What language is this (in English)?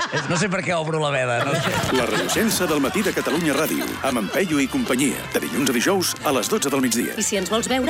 Catalan